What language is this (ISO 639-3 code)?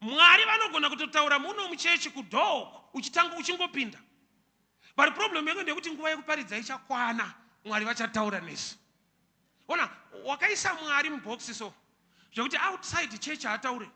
sna